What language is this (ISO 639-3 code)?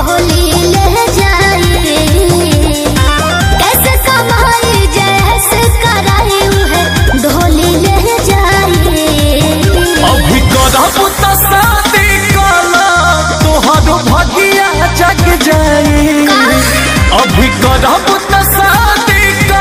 bho